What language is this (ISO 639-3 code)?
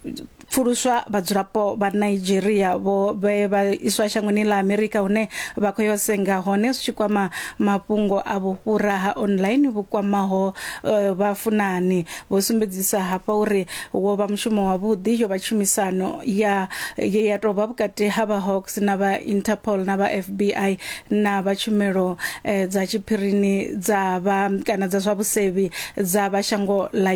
ven